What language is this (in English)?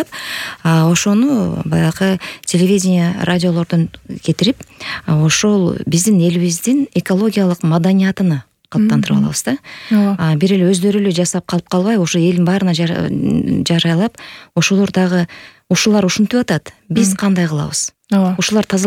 Kyrgyz